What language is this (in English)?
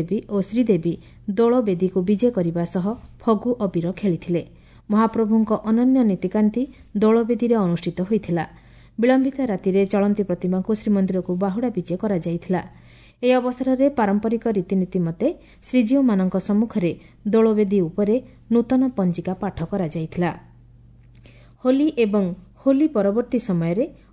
Odia